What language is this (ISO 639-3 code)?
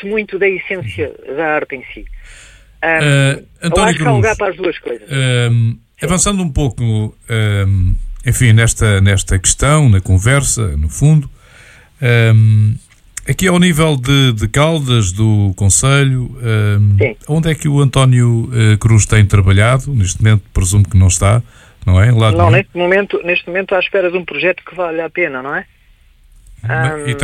por